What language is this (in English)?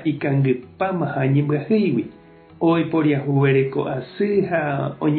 Guarani